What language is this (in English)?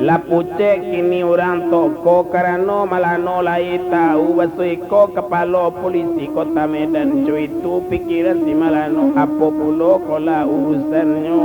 Minangkabau